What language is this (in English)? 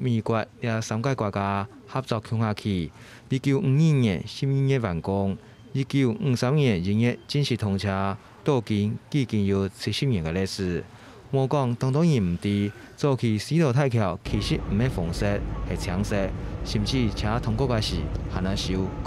Hakka Chinese